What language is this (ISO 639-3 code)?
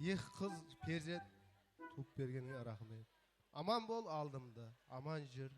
kaa